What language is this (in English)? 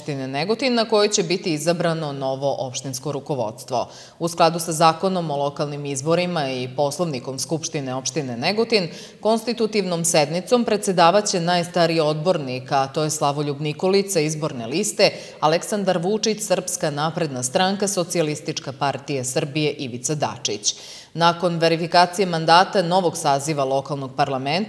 Serbian